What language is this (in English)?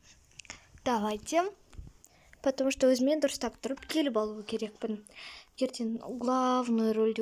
Kazakh